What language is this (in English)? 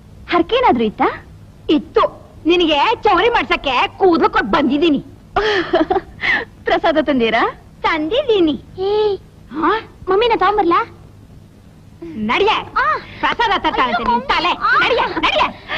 Kannada